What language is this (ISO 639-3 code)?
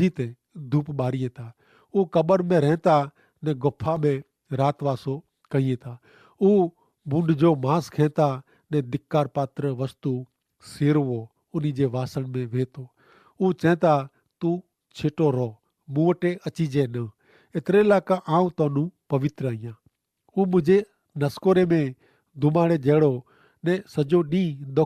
kfr